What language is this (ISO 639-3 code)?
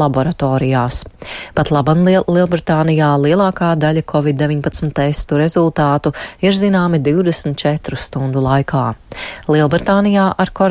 lav